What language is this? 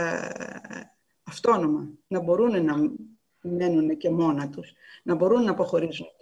Greek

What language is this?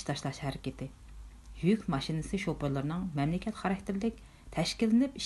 Uyghur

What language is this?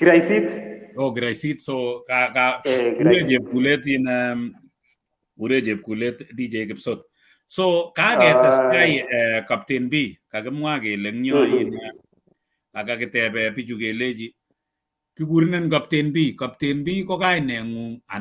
Kalenjin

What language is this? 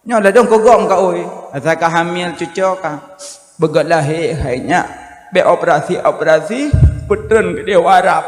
Achinese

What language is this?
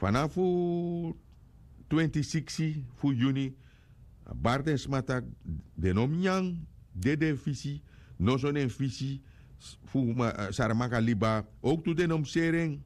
Sranan Tongo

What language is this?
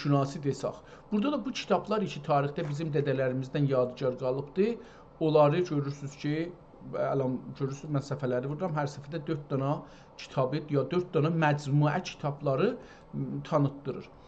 South Azerbaijani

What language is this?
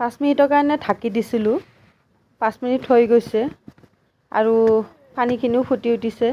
Assamese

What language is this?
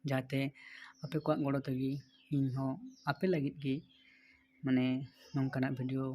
Santali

